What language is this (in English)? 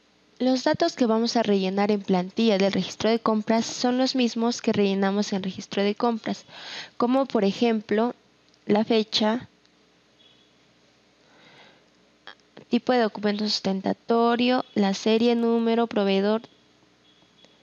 Spanish